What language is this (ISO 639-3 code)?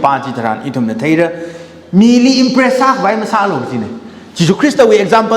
nmf